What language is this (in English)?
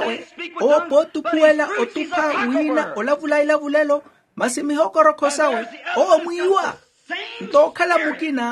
Makhuwa